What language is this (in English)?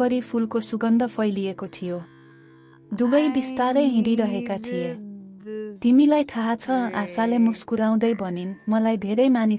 Nepali